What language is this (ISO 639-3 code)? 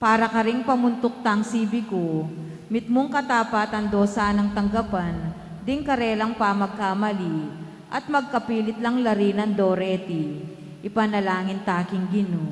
pam